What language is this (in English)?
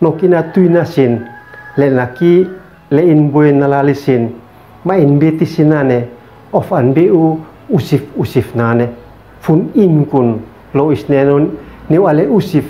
Uab Meto